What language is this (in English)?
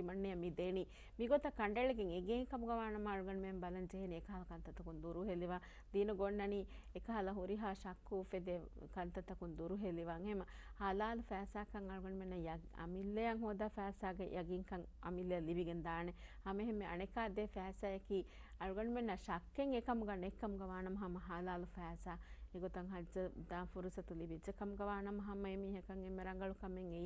Divehi